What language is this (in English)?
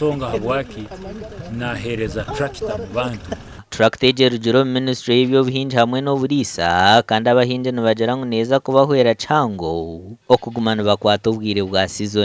Nyankole